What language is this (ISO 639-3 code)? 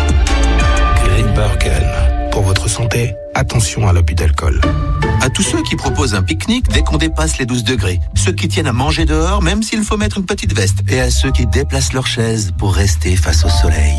fra